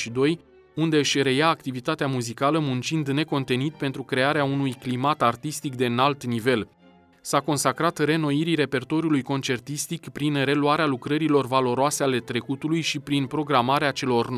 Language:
Romanian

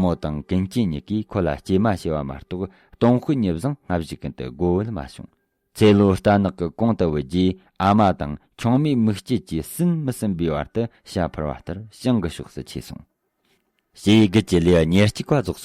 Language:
Tibetan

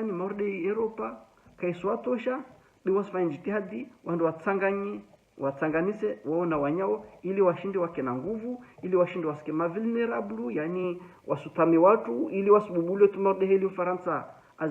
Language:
Ngazidja Comorian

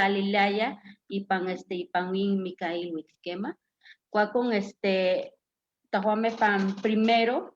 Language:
Eastern Huasteca Nahuatl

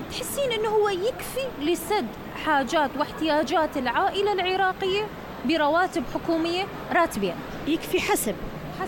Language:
Mesopotamian Arabic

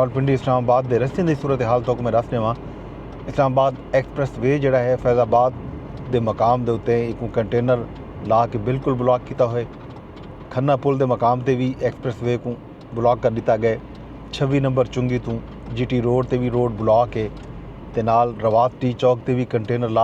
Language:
Saraiki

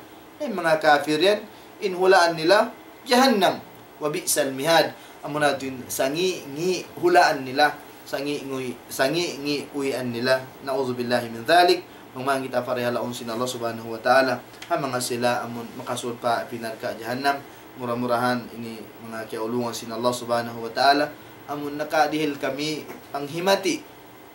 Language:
Tausug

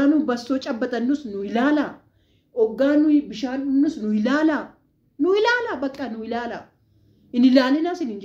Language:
Oromo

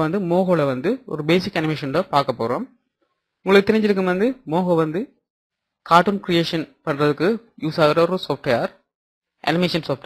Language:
Tamil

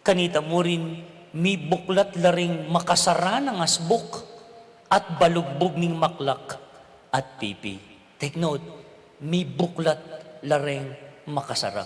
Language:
Pampanga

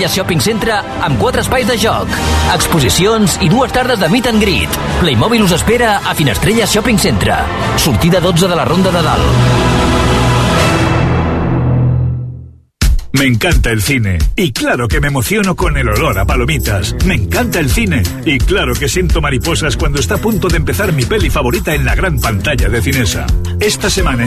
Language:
Catalan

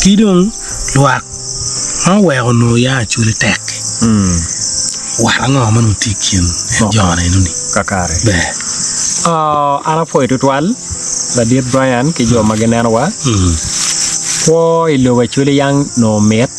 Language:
Acoli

